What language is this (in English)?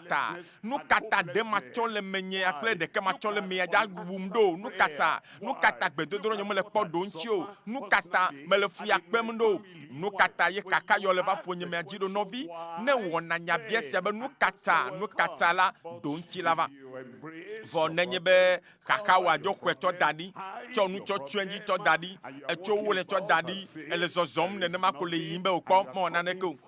Ewe